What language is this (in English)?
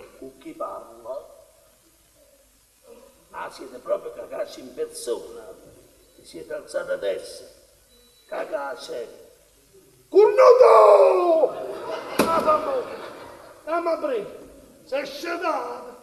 Italian